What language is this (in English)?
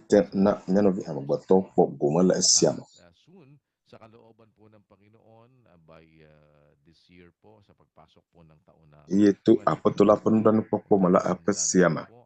Ewe